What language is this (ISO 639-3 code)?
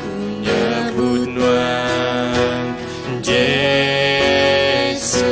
iba